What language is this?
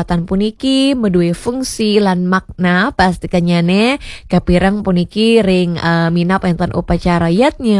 Balinese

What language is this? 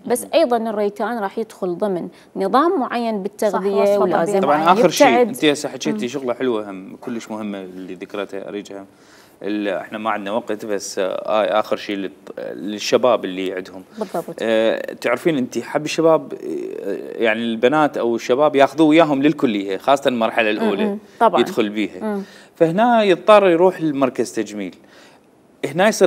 Mesopotamian Arabic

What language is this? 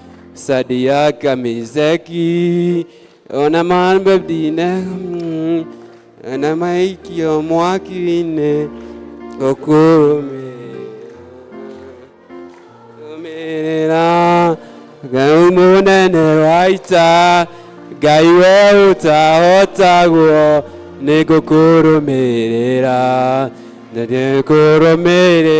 Kikuyu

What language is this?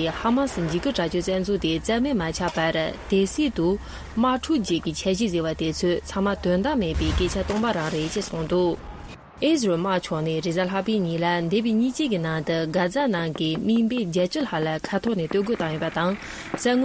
Tibetan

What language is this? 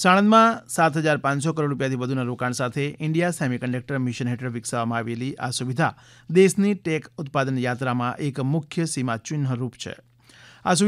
Gujarati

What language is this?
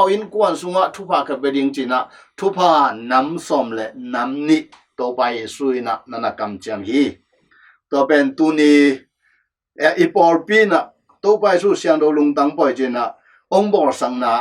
Tedim Chin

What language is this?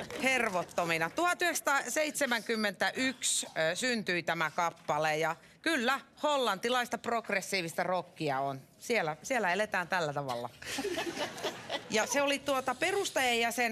Finnish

